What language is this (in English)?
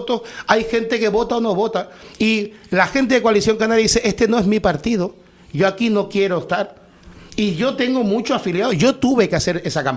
Spanish